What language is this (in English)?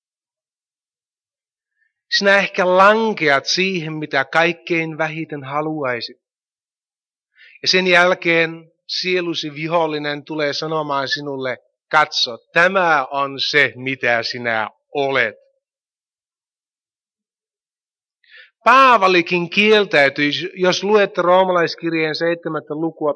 Finnish